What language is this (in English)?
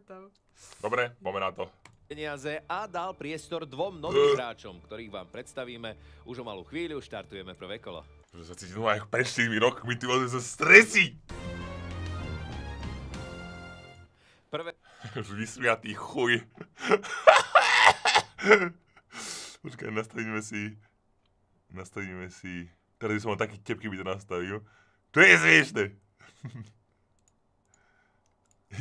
Slovak